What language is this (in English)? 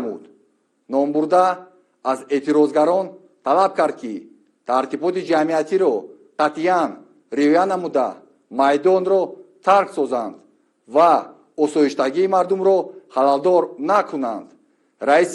Tajik